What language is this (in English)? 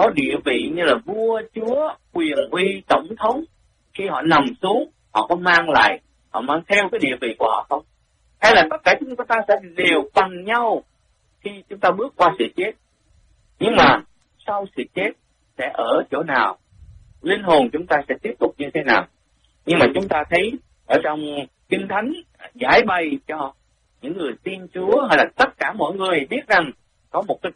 Vietnamese